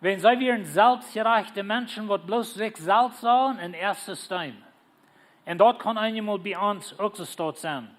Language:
Plautdietsch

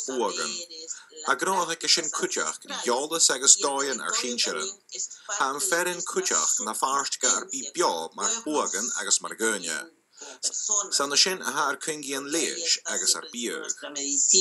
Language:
Scottish Gaelic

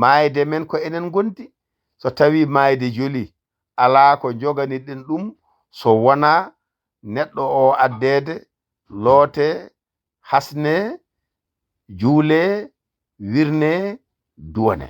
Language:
Fula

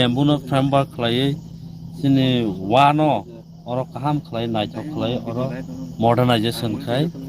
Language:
Kok Borok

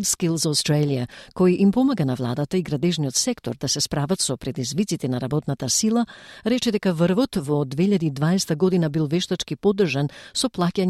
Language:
Macedonian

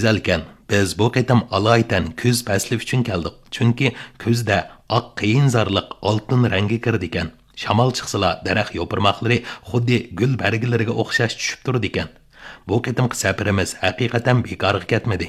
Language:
Uyghur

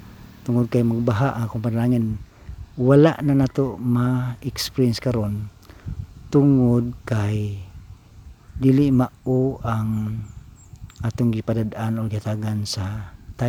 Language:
Cebuano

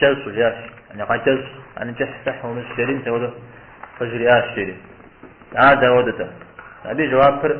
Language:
Kabardian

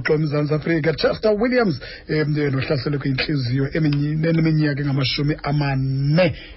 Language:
Xhosa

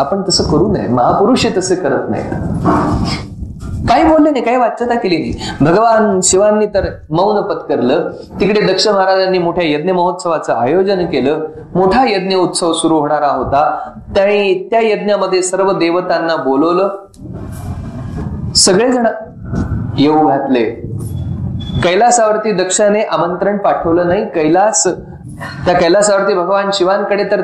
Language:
Marathi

